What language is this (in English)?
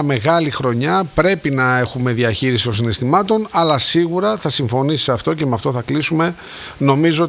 Greek